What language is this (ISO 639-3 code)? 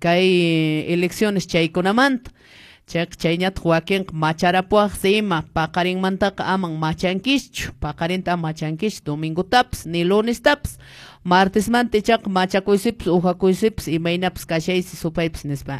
que